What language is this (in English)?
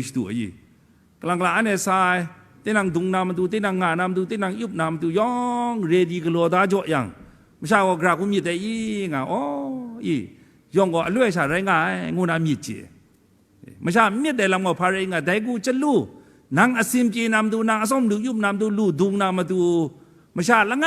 Kachin